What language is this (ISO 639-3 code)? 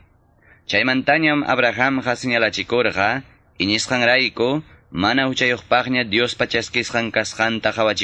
quy